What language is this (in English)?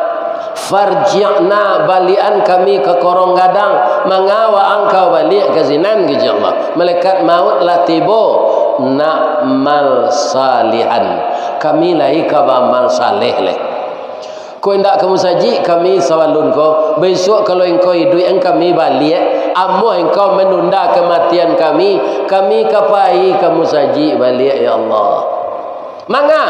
Minangkabau